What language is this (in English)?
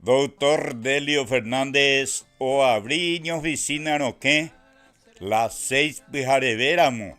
Guarani